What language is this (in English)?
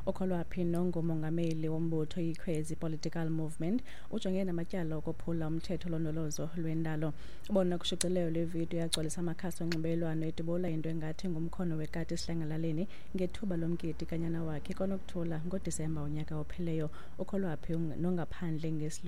Xhosa